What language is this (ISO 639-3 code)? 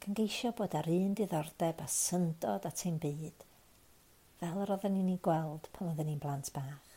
cym